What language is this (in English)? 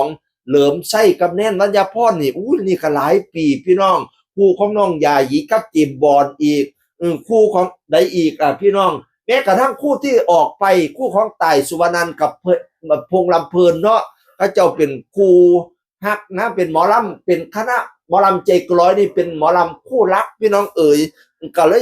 Northeastern Thai